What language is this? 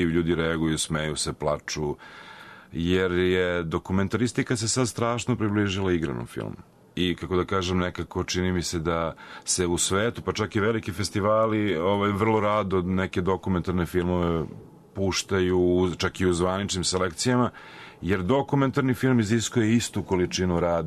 Serbian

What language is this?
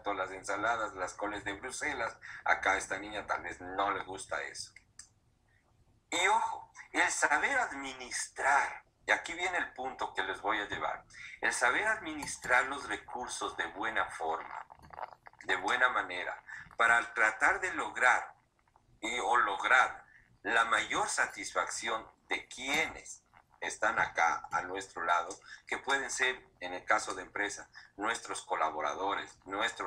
Spanish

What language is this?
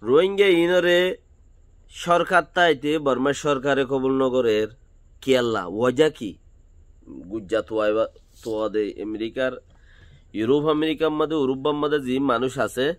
Rohingya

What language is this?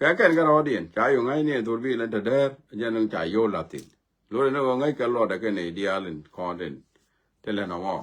Nuer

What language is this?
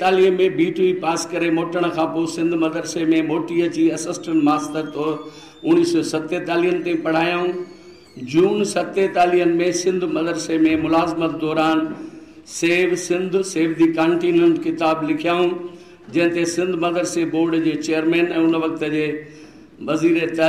Sindhi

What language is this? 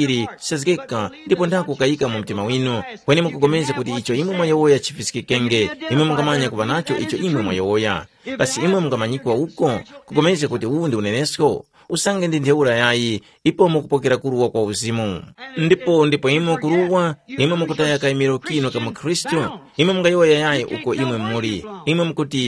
Tumbuka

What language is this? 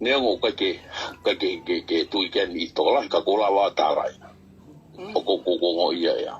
Tongan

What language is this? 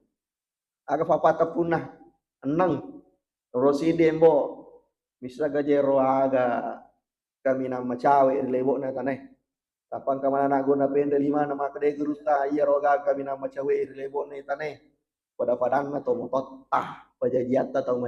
Buginese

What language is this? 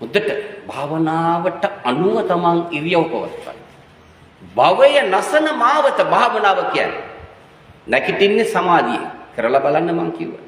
Sinhala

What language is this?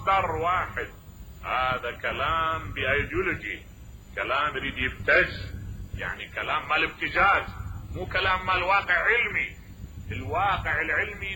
Mesopotamian Arabic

